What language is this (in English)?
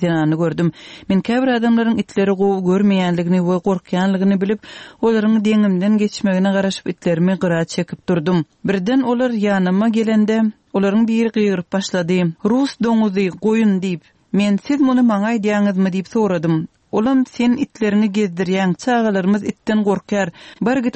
Turkmen